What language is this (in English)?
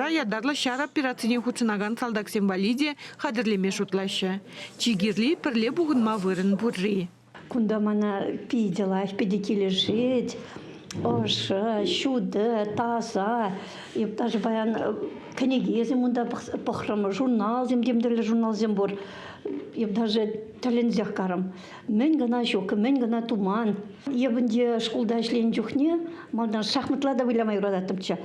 Chuvash